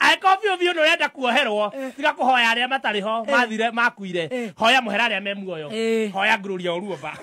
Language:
Kikuyu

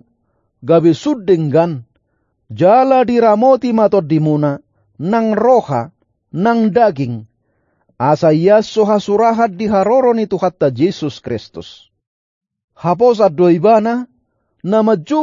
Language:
Batak Toba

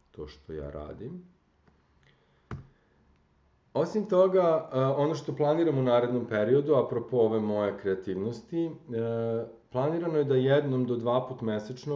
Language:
Serbian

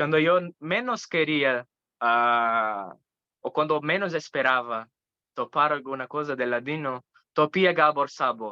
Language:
Ladino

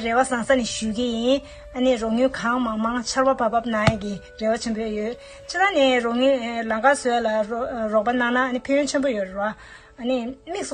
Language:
Tibetan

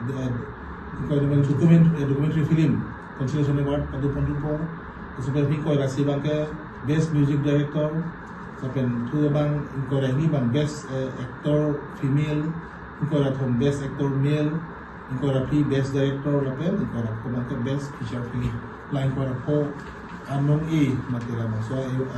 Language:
Karbi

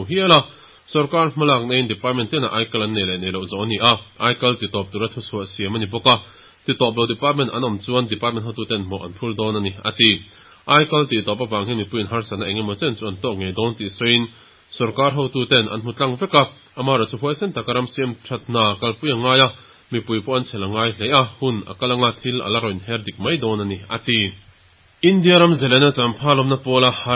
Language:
Mizo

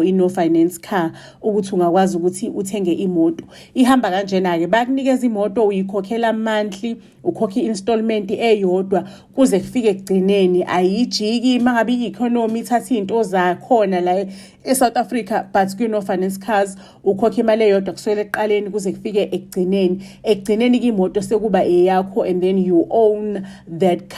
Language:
Zulu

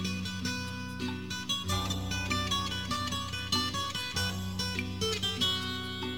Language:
Bangla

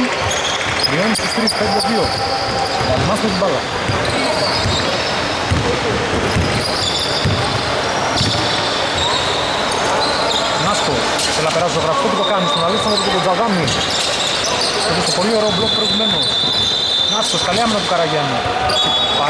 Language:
Greek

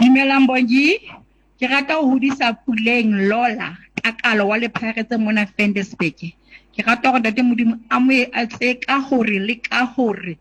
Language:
Southern Sotho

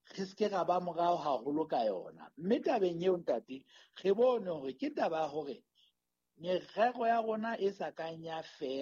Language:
Southern Sotho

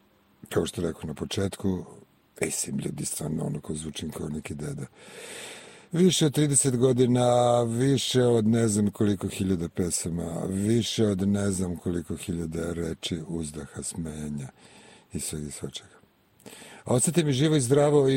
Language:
Serbian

